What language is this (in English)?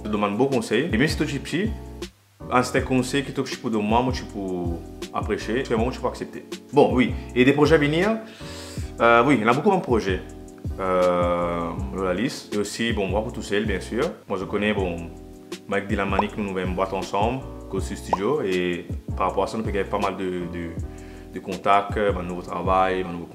Morisyen